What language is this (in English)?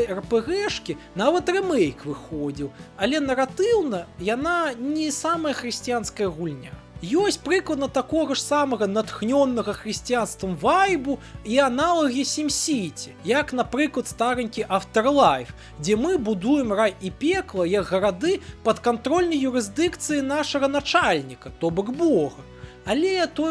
Belarusian